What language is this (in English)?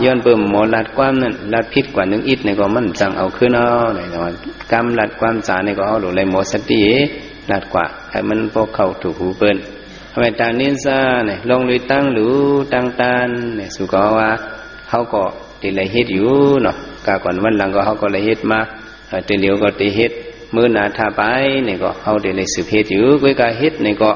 Shan